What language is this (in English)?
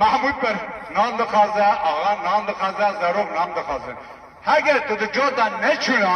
Kurdish